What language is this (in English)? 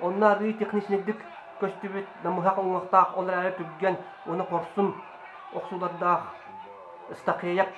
Yakut